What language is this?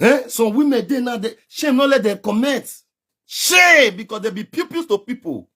Nigerian Pidgin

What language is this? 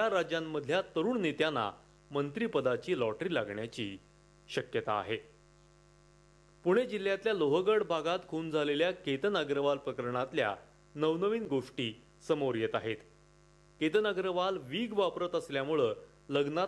Marathi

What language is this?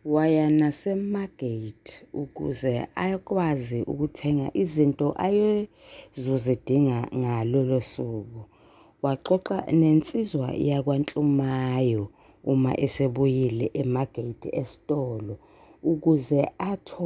Zulu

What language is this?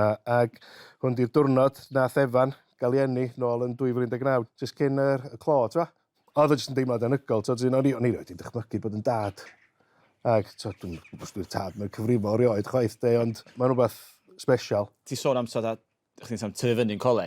Welsh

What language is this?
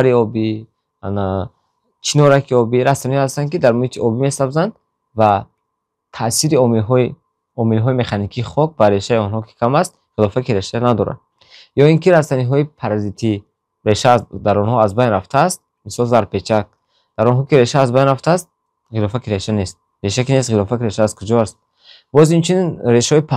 Tajik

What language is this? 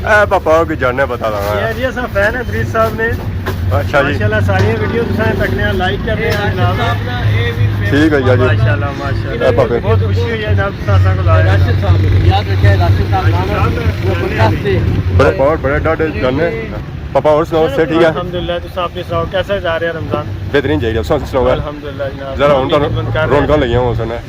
Pahari-Potwari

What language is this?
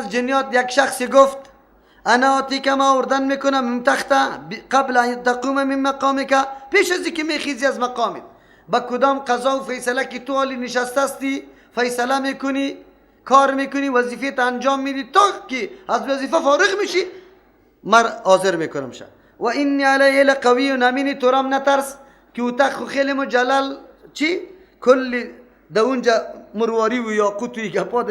Persian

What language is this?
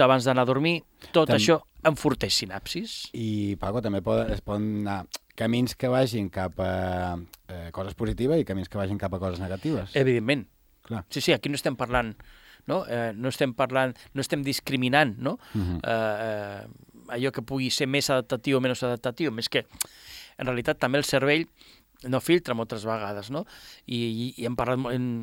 Catalan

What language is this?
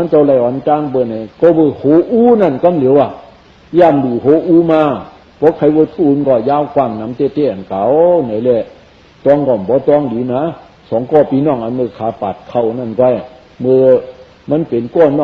Shan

